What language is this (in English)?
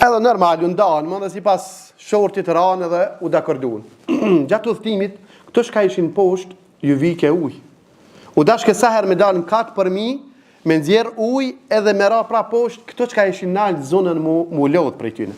Albanian